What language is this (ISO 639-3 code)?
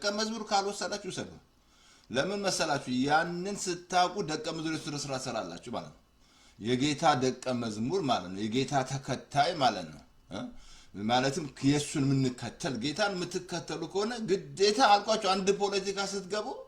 amh